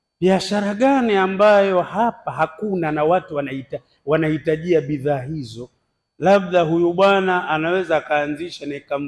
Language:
Swahili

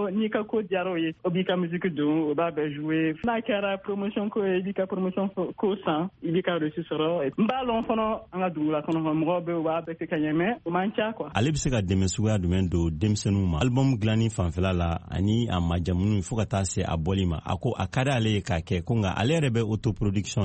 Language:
Bambara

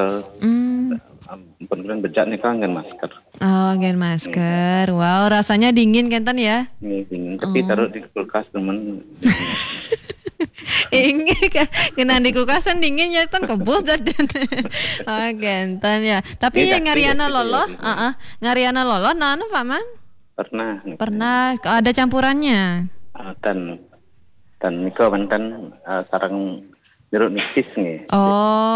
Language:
Balinese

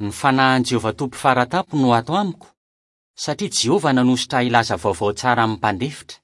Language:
Malagasy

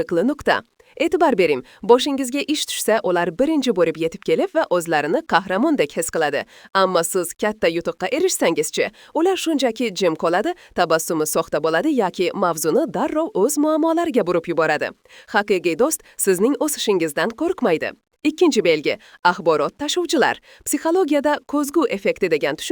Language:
Uzbek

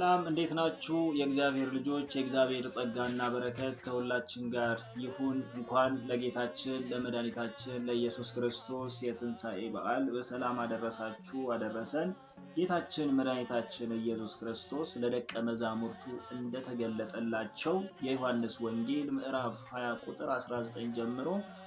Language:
Amharic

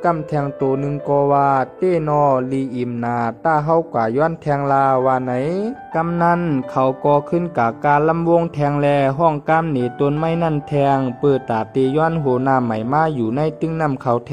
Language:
Shan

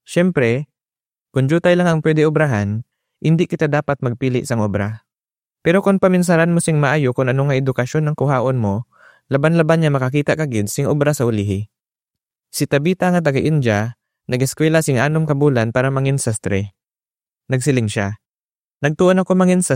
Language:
Hiligaynon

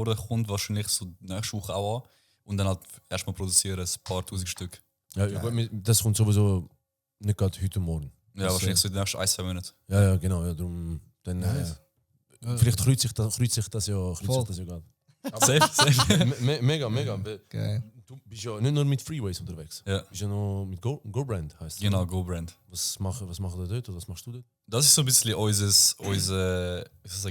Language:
Swiss German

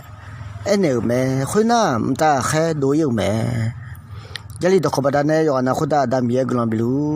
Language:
Akha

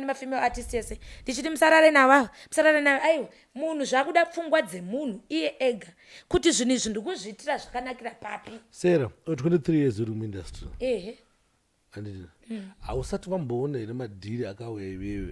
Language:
Shona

